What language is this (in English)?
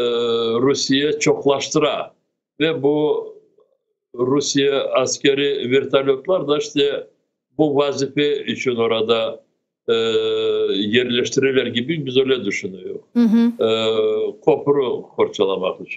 Crimean Tatar